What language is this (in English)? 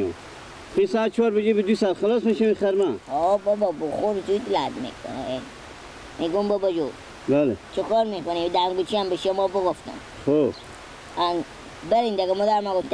Persian